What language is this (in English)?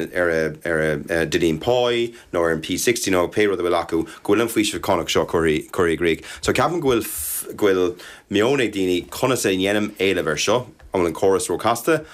Irish